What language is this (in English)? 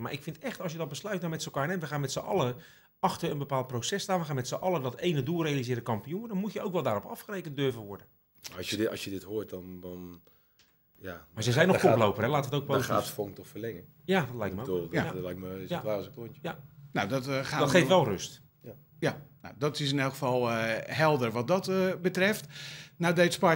Dutch